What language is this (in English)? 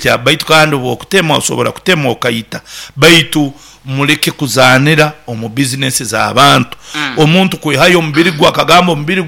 Nyoro